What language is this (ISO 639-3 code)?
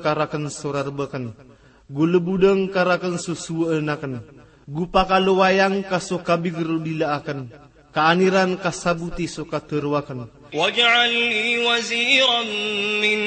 mrw